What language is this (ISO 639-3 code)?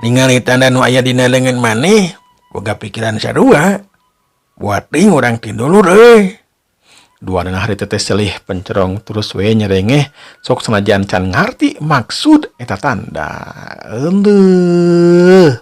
sun